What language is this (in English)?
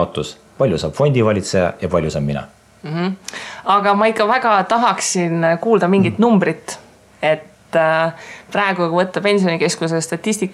Estonian